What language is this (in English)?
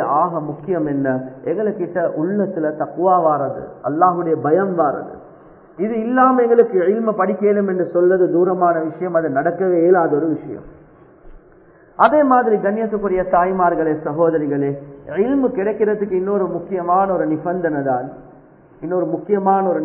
Tamil